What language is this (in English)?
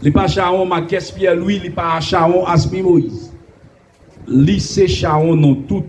Haitian Creole